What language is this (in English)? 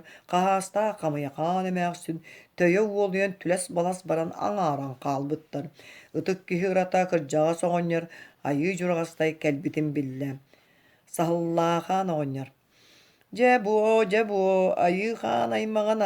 Yakut